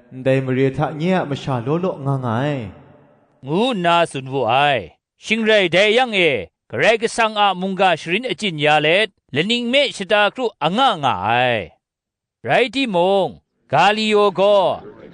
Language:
Kachin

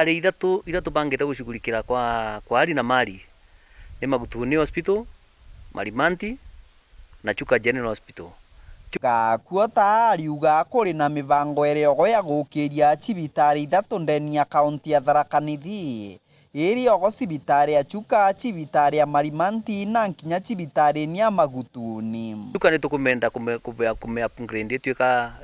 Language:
Meru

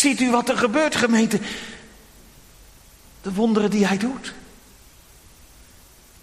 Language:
Dutch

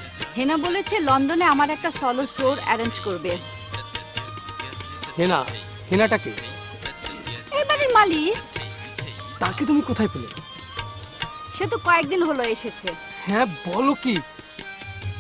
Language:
Bangla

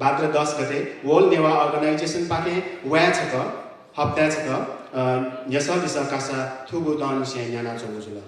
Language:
Newari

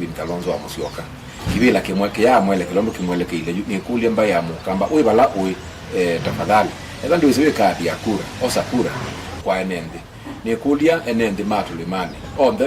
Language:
Kamba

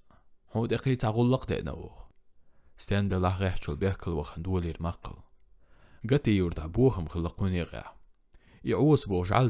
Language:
Chechen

